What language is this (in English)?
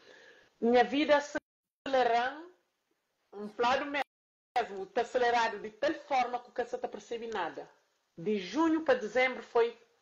Kabuverdianu